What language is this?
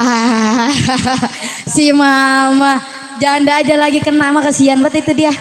Betawi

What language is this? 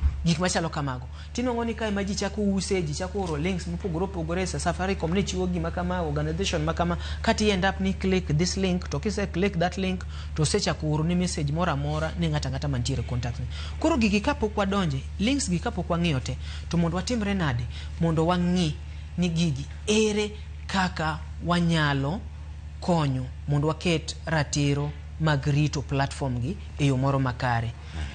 Luo (Kenya and Tanzania)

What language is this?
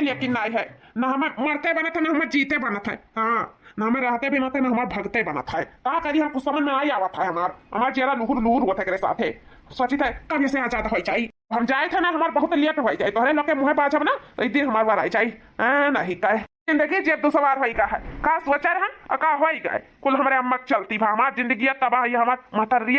Awadhi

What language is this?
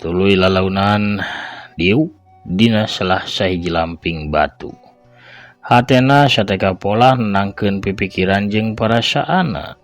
Sundanese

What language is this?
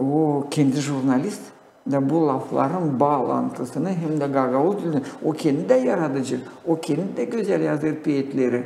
Gagauz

